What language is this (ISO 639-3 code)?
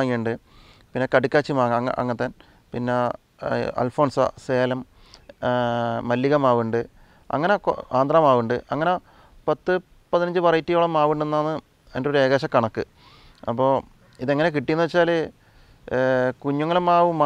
mal